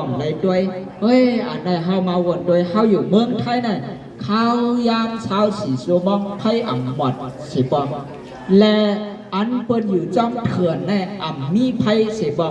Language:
Shan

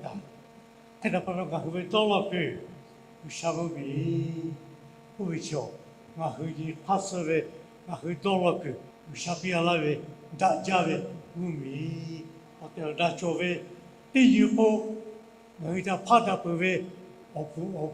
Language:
Lahu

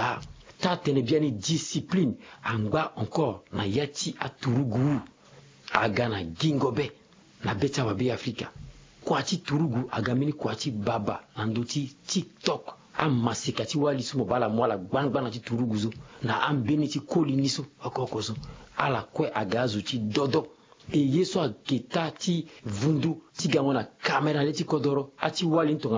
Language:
Sango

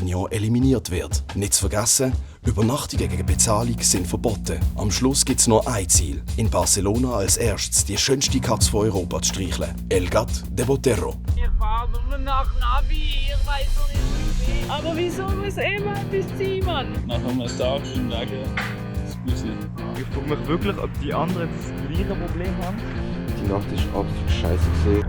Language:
Swiss German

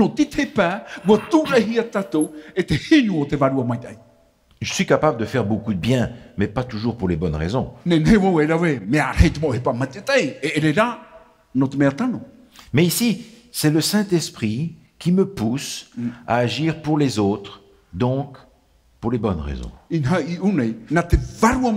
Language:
Tahitian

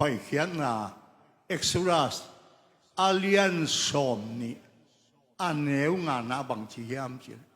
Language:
Tedim Chin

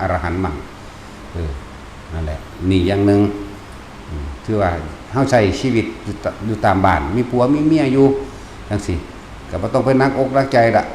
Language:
Northeastern Thai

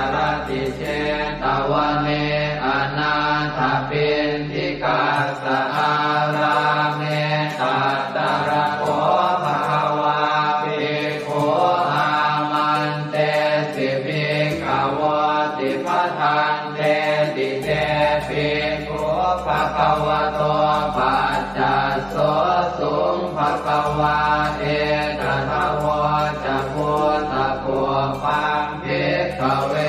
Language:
Pali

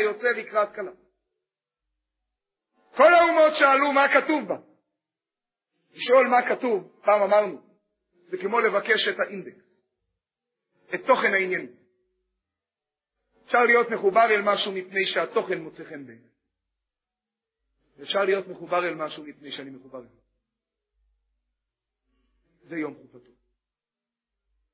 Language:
Hebrew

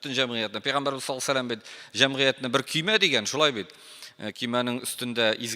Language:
Tatar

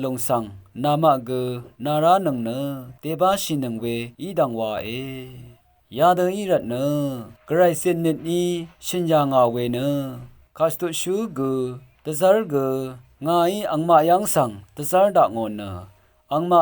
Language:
Rawang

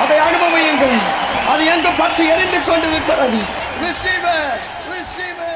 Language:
Tamil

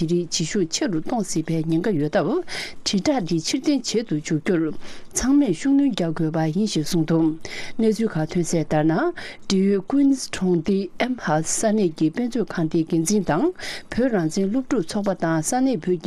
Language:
Tibetan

